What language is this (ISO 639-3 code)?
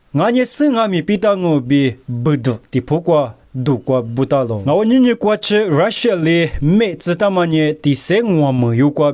lis